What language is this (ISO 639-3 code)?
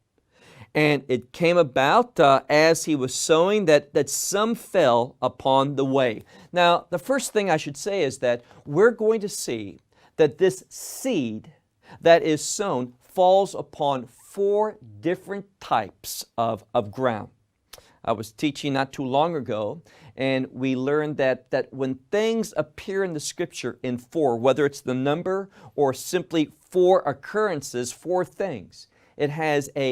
eng